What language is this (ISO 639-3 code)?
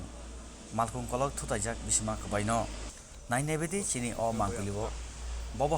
trp